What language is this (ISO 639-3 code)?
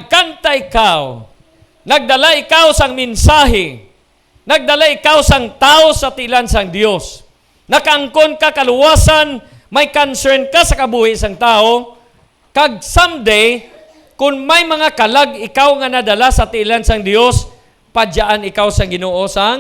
hil